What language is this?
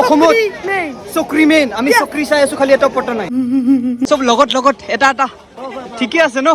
Assamese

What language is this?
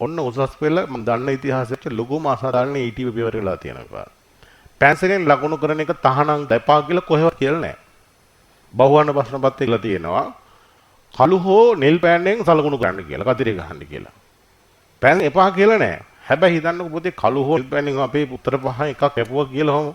Sinhala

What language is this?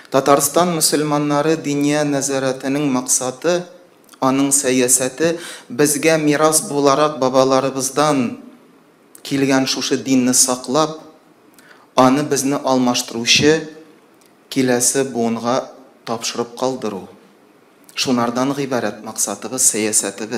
Tatar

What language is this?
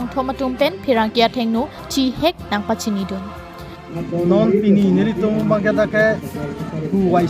Karbi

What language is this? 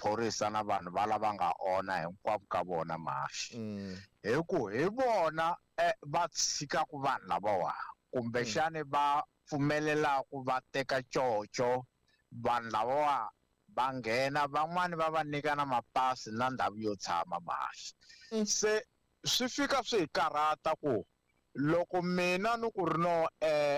Tsonga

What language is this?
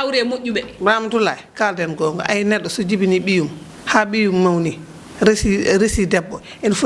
Fula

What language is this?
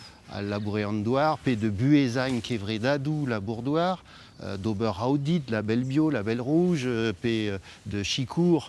Breton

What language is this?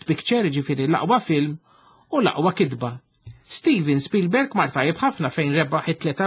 Maltese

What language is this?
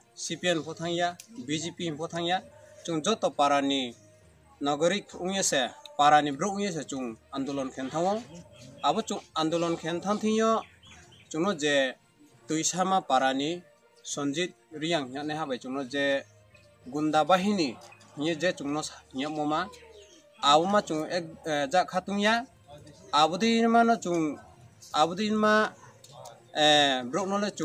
Riang (India)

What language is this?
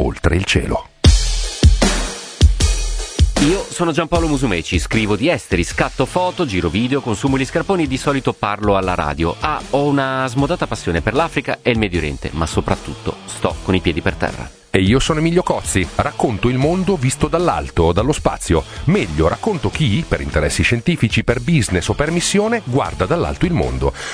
Italian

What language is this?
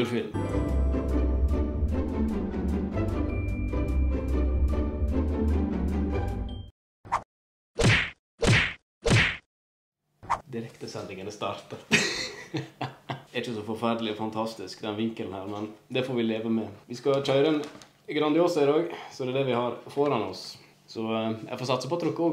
Norwegian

